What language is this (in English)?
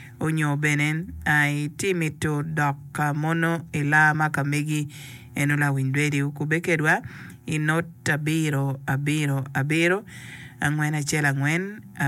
Acoli